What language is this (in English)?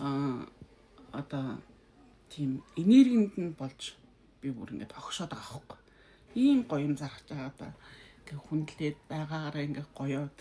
Mongolian